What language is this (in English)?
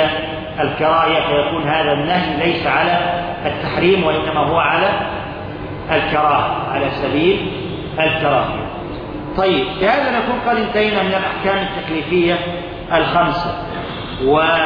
Arabic